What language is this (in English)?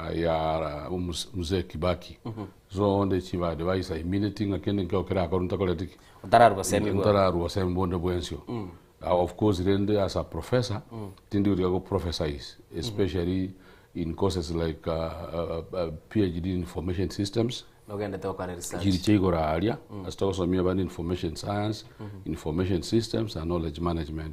Gusii